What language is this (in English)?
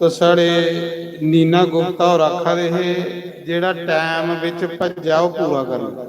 Dogri